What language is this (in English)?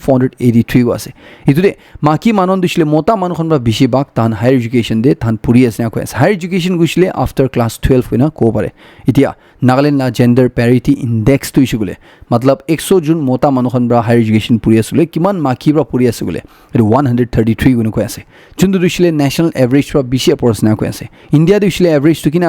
Naga Pidgin